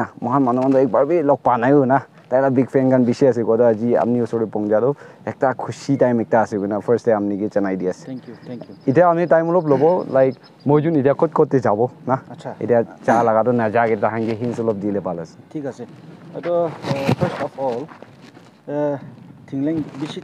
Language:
Naga Pidgin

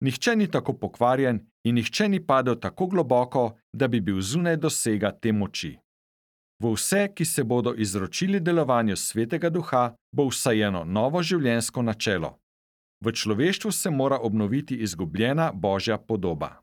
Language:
Slovenian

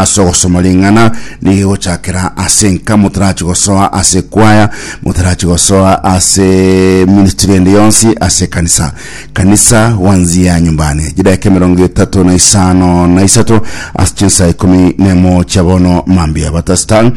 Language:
Gusii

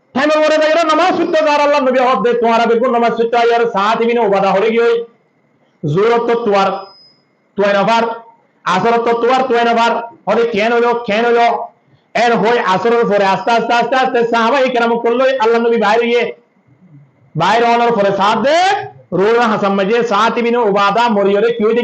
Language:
Rohingya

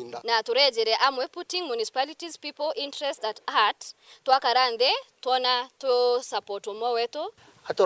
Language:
Meru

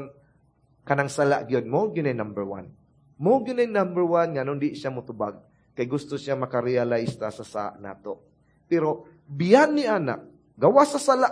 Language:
Cebuano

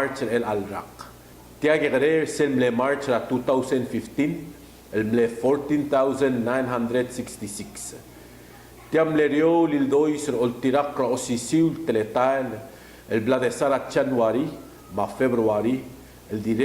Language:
Palauan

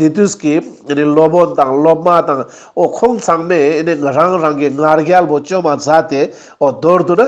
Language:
Ladakhi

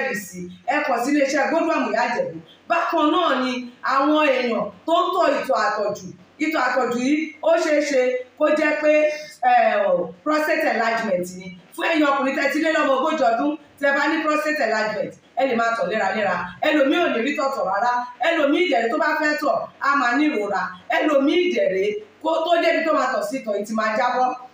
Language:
Yoruba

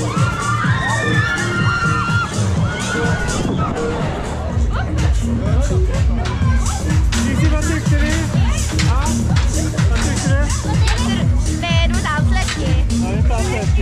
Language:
Swedish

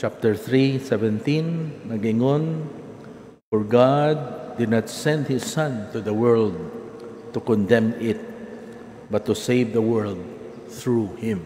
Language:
Cebuano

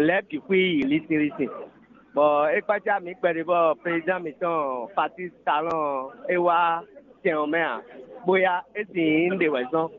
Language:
Fon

